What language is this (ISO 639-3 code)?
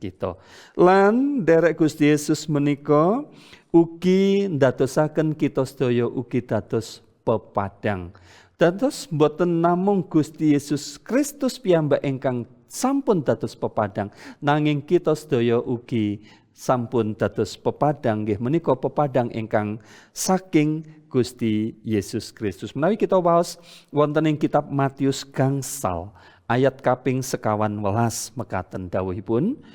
jav